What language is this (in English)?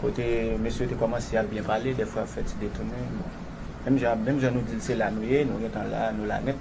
Haitian Creole